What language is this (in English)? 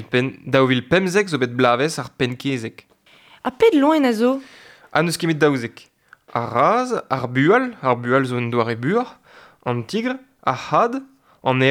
Breton